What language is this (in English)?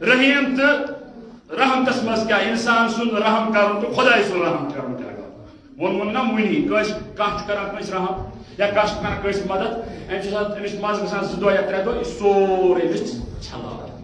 Kashmiri